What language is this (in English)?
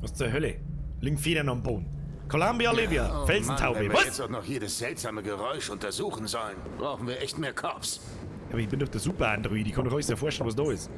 Bavarian